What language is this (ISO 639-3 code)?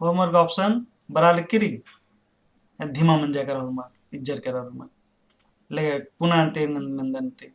kru